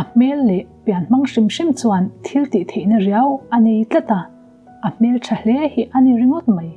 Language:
Mizo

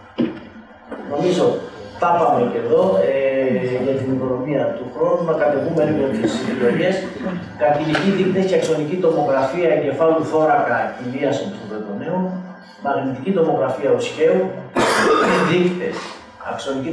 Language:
Greek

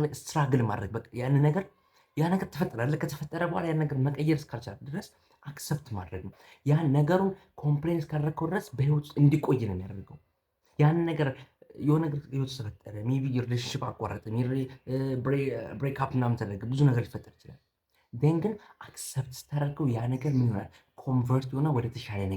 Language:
Amharic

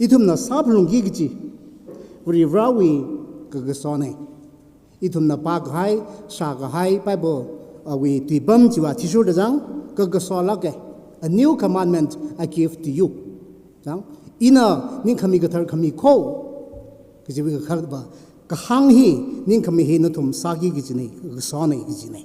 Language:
Tangkhul Naga (India)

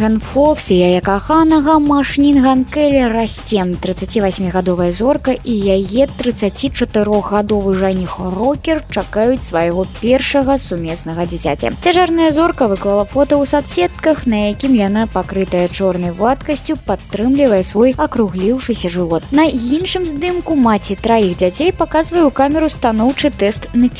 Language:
Belarusian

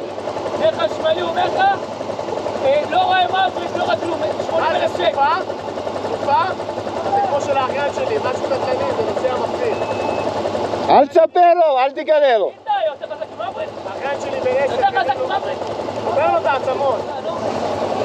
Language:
Hebrew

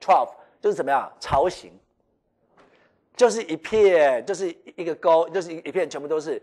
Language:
Chinese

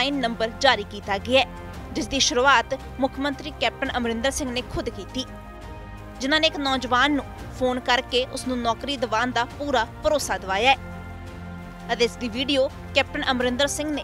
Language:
Punjabi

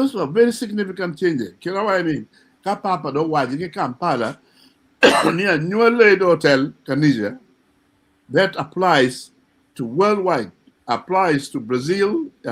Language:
Acoli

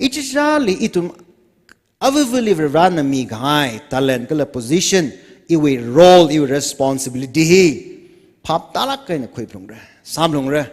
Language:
Tangkhul Naga (India)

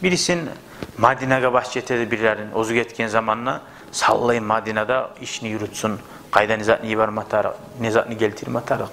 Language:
Kumyk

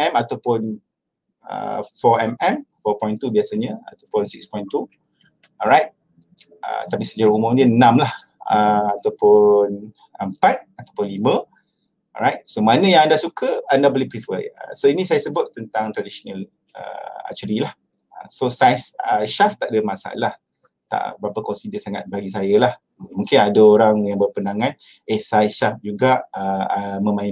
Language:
Malay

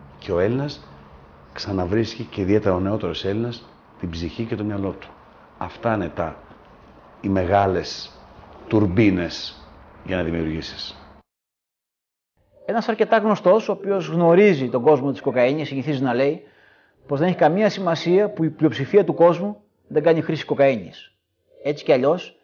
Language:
Greek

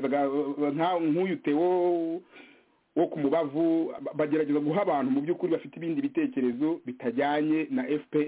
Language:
Kinyarwanda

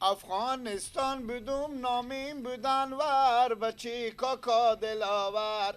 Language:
Persian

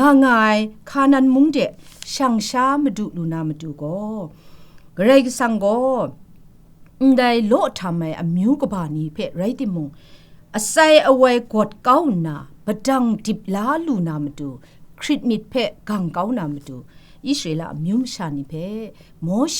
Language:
Kachin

